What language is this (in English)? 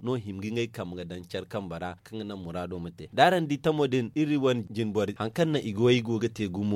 Zarma